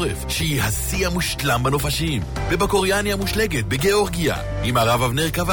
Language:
Hebrew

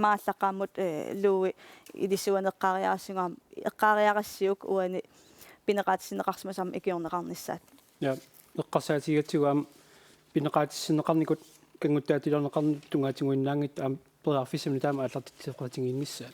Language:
Kalaallisut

